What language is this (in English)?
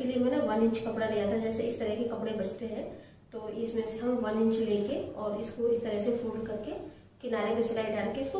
Hindi